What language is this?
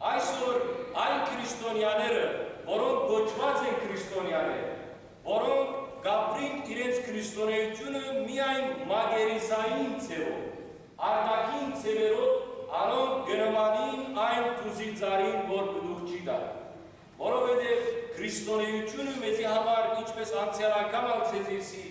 Western Armenian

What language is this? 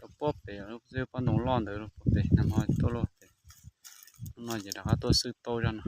Hmong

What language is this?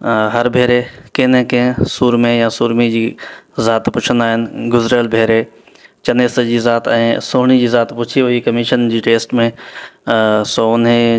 Sindhi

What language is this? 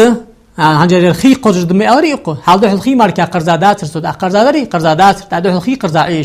Ingush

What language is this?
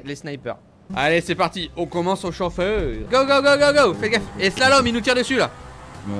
French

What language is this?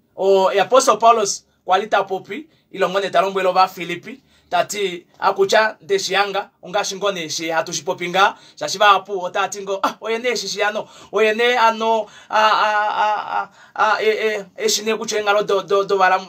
Kuanyama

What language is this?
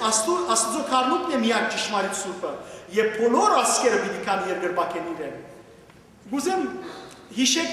Western Armenian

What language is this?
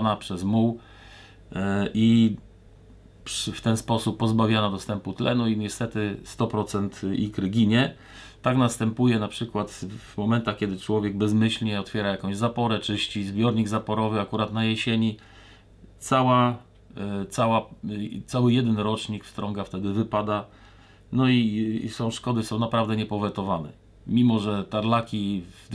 Polish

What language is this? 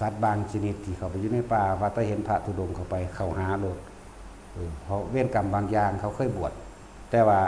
Lao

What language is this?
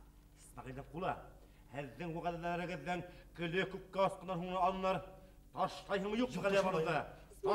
Bashkir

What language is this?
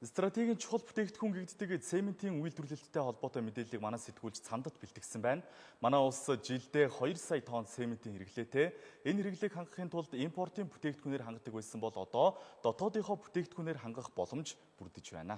Mongolian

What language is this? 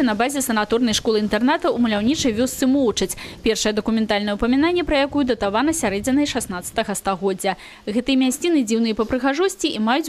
Belarusian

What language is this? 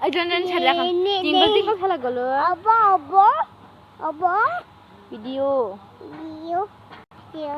Kok Borok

